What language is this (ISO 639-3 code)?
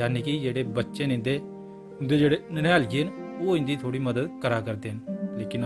doi